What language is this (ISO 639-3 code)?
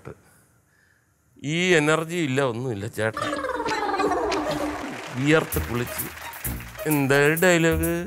mal